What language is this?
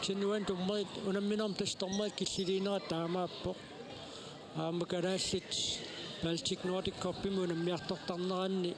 Kalaallisut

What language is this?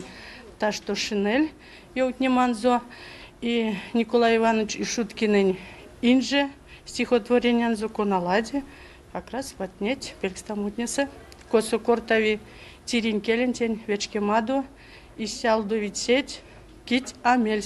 Erzya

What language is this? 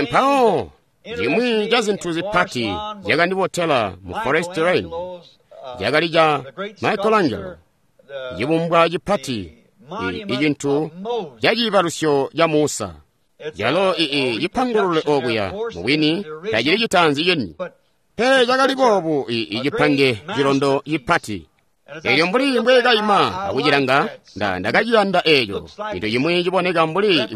Tonga (Zambia)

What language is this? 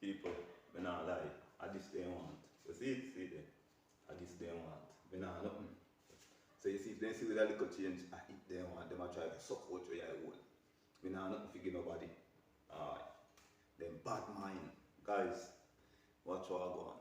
Jamaican Creole English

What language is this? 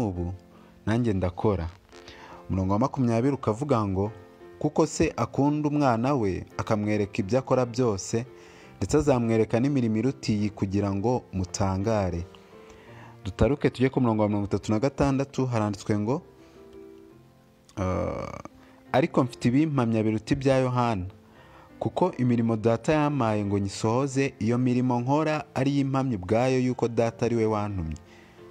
Kinyarwanda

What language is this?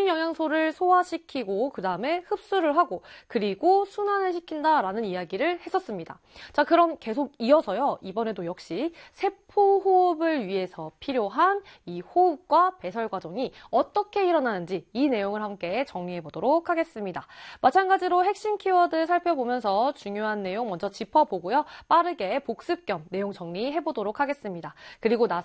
Korean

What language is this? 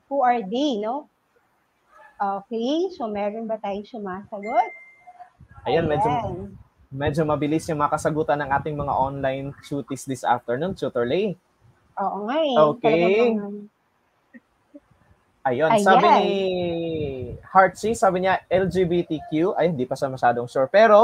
Filipino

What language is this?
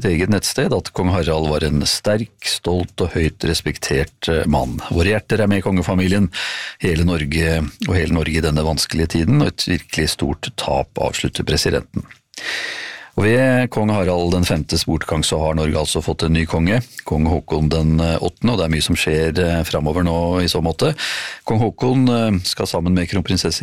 Norwegian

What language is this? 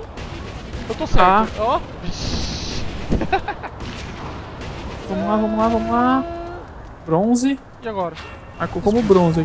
Portuguese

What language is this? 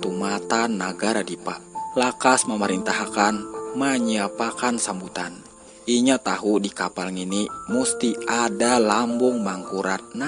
Banjar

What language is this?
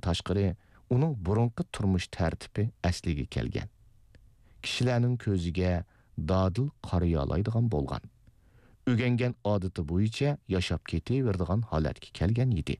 Uyghur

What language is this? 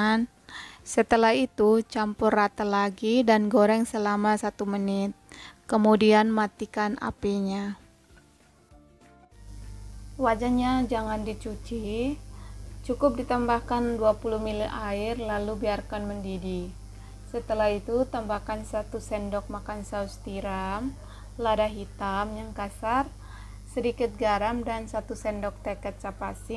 Indonesian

